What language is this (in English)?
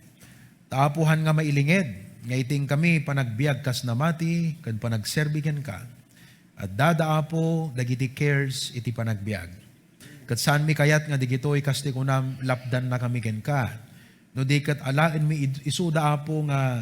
Iloko